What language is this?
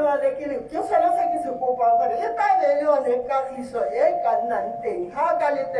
Tswana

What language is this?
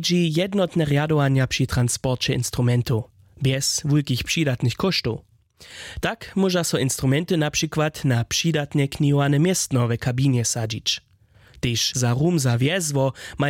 Upper Sorbian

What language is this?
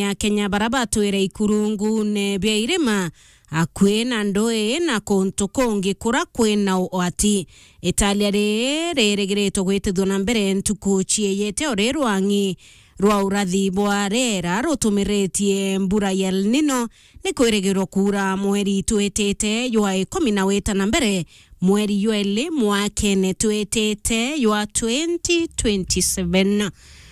Meru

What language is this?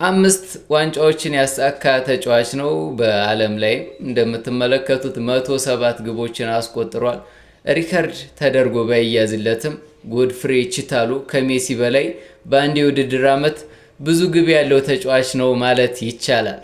Amharic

